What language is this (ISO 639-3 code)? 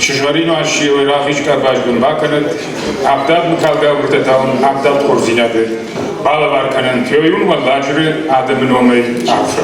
oss